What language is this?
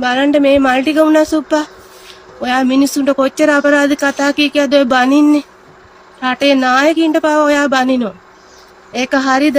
Sinhala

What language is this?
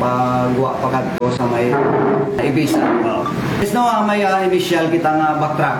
Hiligaynon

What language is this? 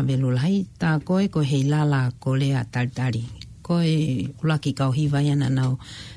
Tongan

